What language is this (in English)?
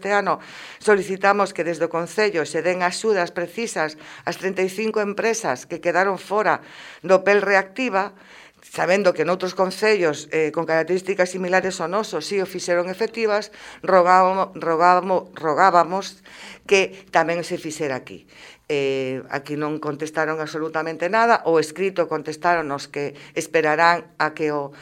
Galician